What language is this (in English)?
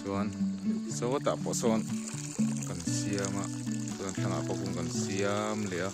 Mizo